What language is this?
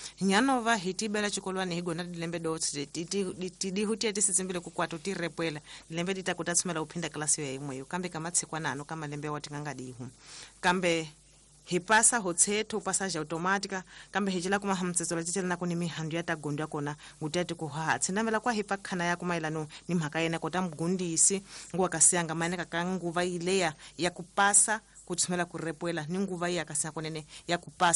Tsonga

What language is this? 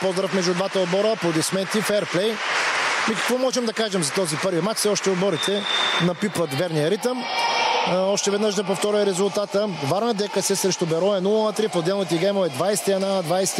Bulgarian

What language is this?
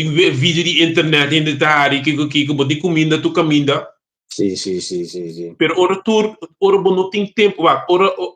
Papiamento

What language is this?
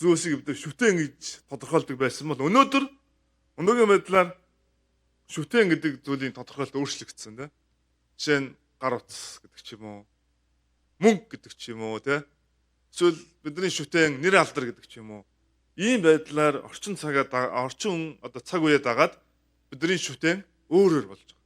Mongolian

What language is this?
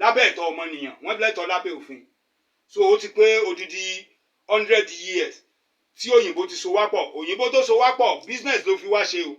Yoruba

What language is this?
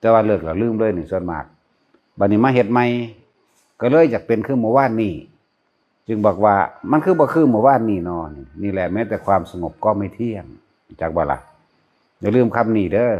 Northeastern Thai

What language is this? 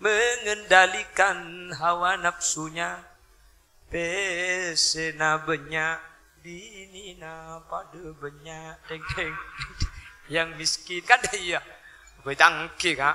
Madurese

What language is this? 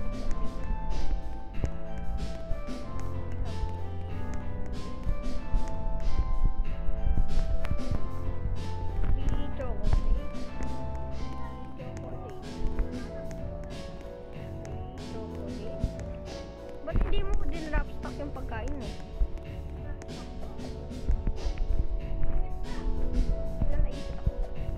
Filipino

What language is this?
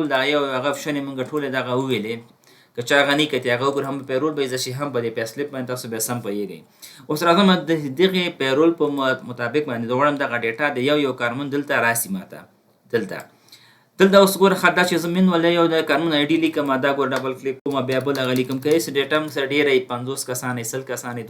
Pashto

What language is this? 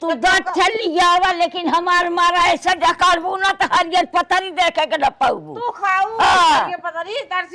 Awadhi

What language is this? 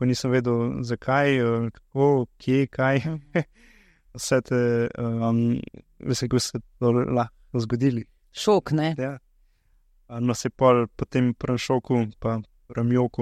Slovenian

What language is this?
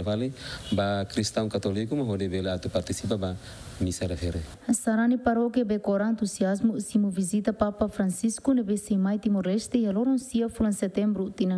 Tetum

